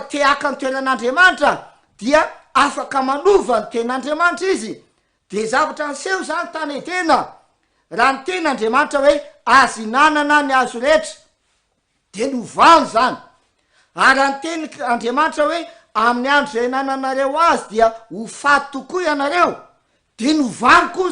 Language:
Malagasy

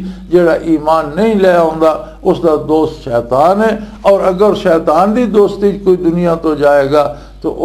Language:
Western Panjabi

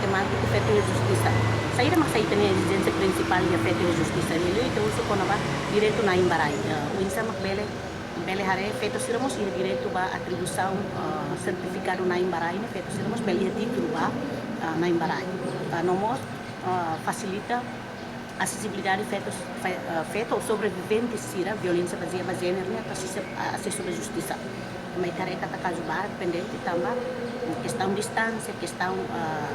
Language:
Tetum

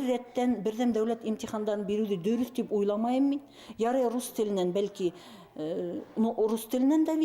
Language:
Bashkir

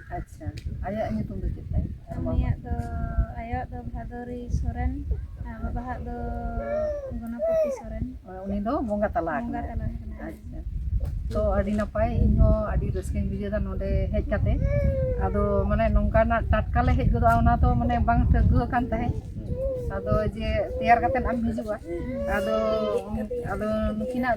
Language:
Santali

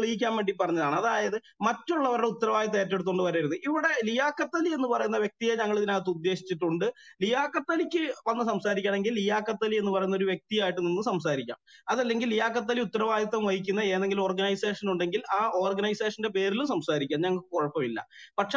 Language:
Malayalam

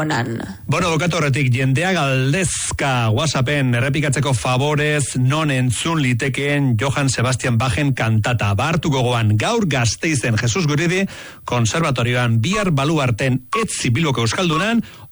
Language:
Basque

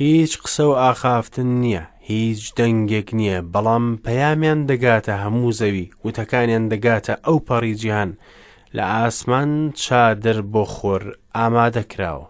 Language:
Central Kurdish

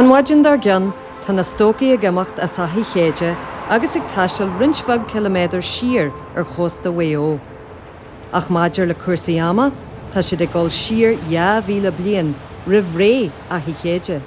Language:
Irish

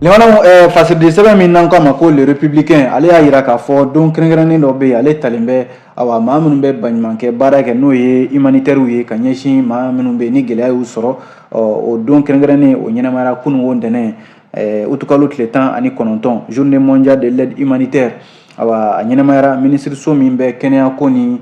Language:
Bambara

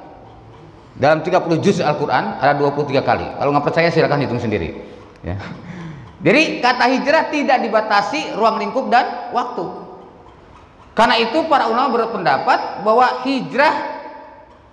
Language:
Indonesian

